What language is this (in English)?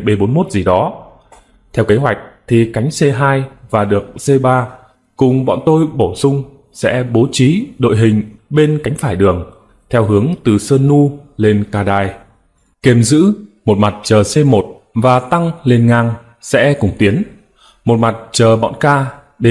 Vietnamese